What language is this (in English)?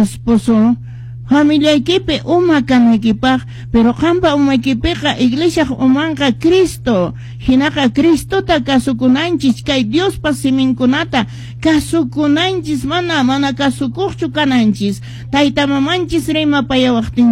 Quechua